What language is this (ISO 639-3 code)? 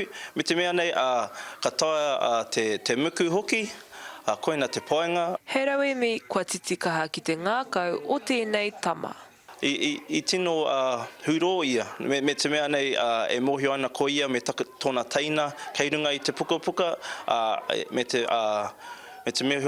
mri